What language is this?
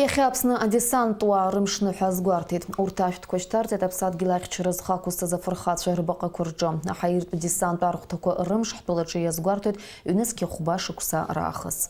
Abkhazian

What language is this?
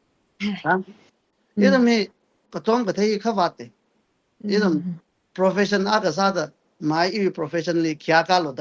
Tangkhul Naga (India)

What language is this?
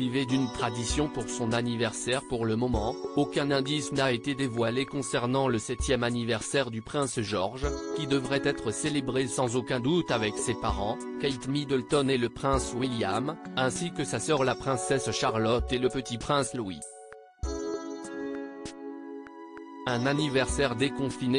French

